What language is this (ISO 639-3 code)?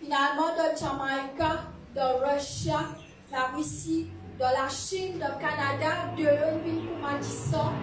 mfe